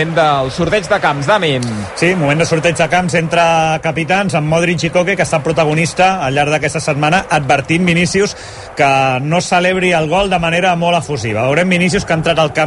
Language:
Catalan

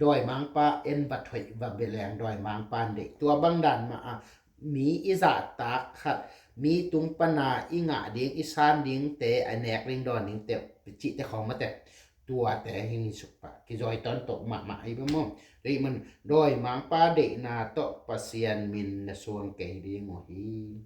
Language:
Tedim Chin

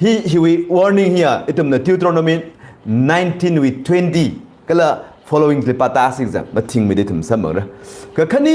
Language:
Tangkhul Naga (India)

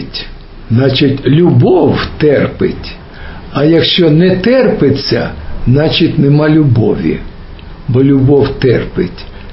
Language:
Ukrainian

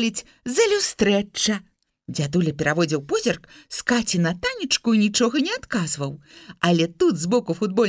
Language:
Belarusian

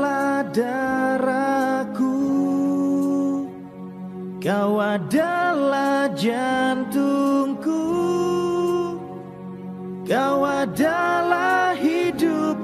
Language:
Indonesian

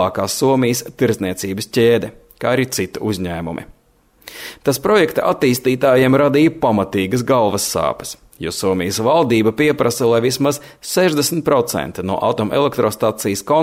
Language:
Latvian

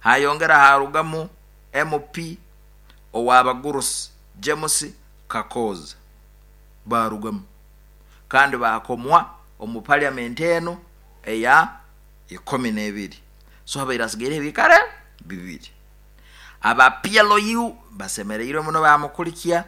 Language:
Nyoro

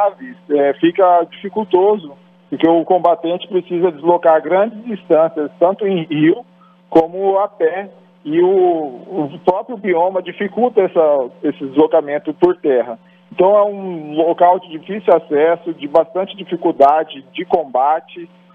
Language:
Portuguese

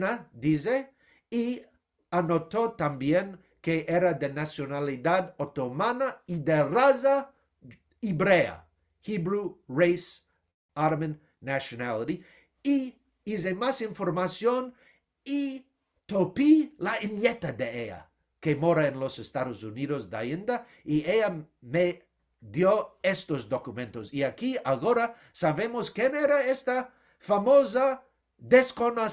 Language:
Ladino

